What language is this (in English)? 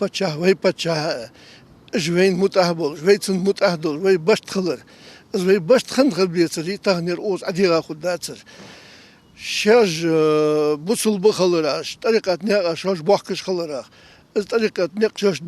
Ingush